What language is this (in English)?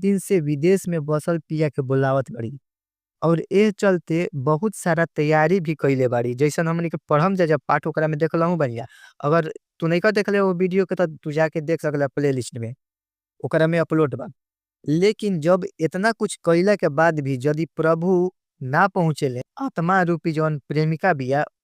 Bhojpuri